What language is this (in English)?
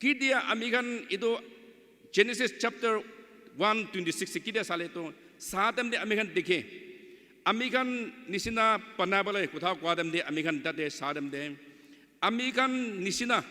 Naga Pidgin